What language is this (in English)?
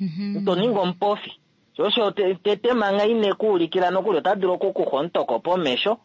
Kuanyama